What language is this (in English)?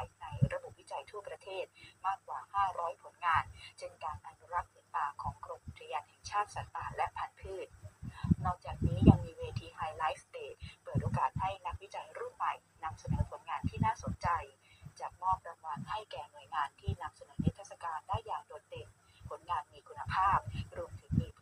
Thai